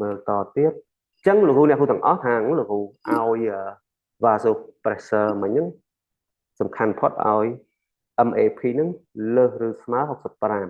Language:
Khmer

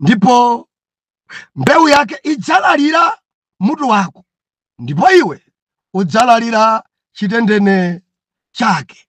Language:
Nyanja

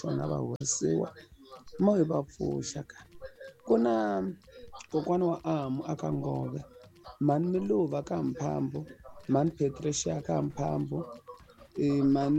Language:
Tsonga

